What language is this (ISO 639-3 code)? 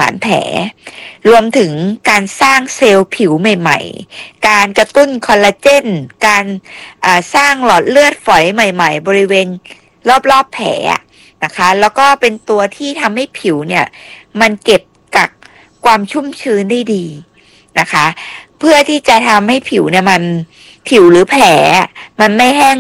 tha